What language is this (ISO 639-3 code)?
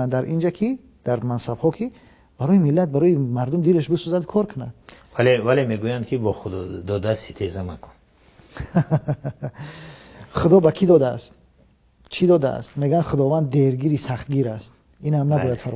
tgk